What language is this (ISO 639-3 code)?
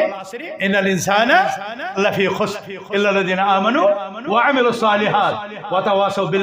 kas